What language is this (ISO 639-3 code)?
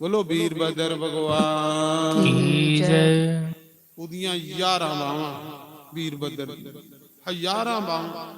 doi